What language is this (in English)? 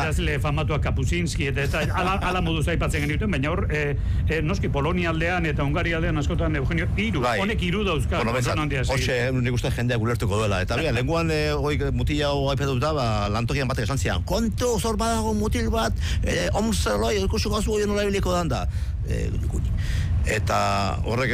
Basque